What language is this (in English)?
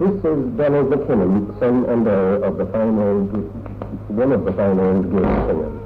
Manx